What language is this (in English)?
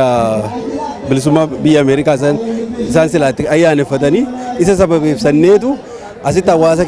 Oromo